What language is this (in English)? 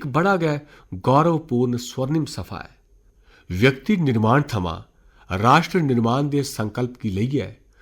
Dogri